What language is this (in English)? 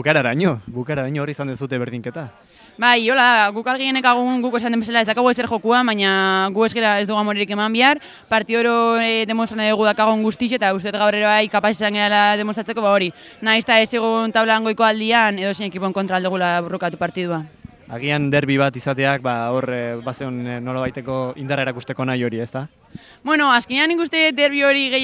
Basque